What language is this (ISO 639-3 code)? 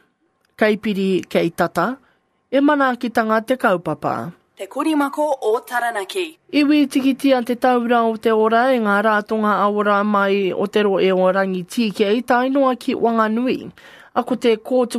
mri